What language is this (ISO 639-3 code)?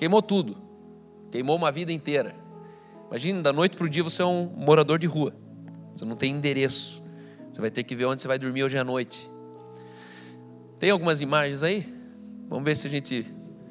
por